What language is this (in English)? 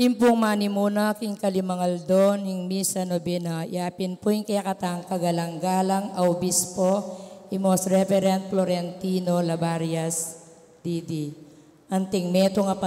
Pampanga